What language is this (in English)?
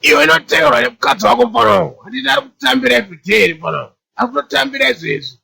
Shona